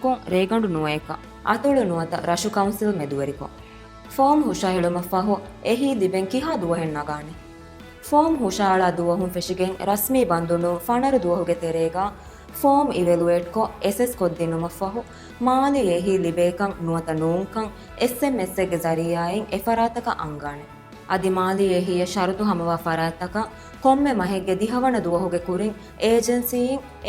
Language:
Divehi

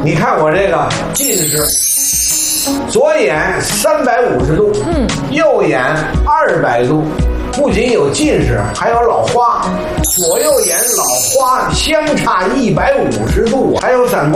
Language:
Chinese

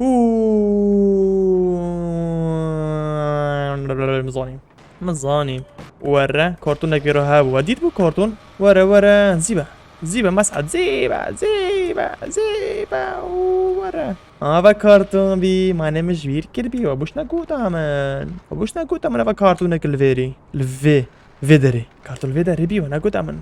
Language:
Kurdish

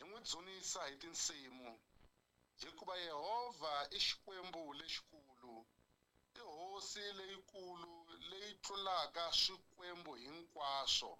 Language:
Tsonga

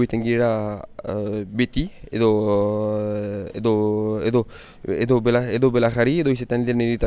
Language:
Basque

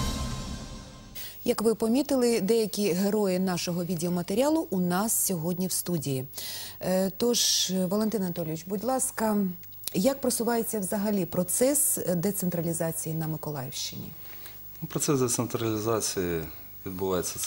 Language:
Ukrainian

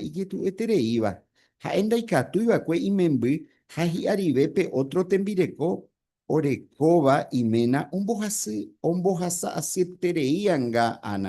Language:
Guarani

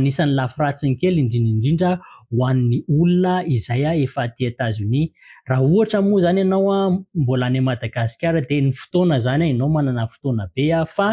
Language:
Malagasy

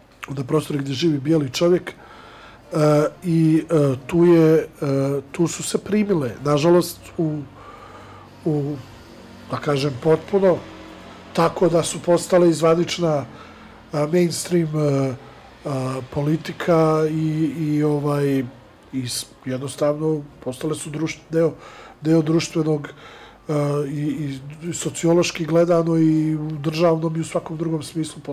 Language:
Serbian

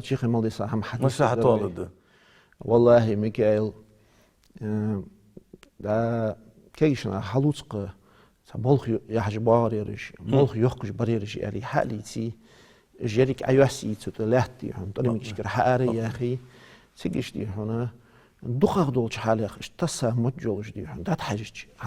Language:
Ingush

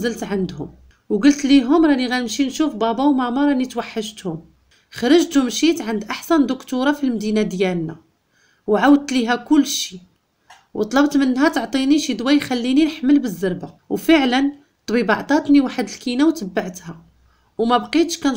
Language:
Moroccan Arabic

